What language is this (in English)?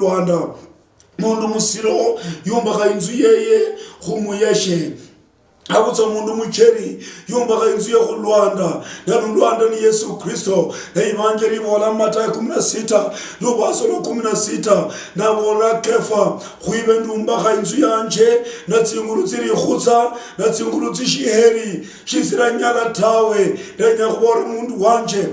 Luyia